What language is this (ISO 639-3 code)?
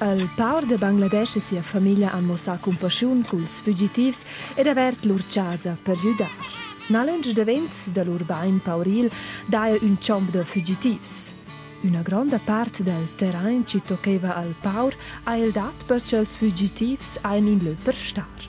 roh